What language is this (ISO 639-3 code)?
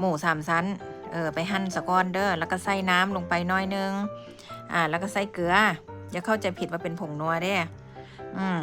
lao